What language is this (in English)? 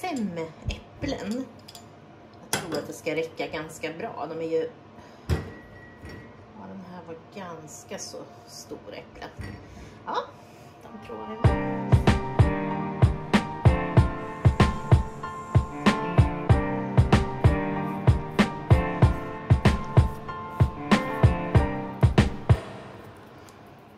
Swedish